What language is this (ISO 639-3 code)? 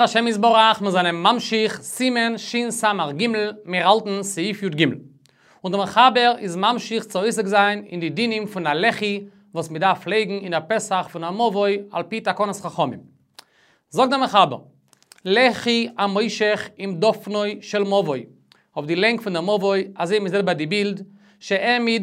yid